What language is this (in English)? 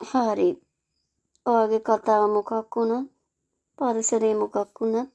Sinhala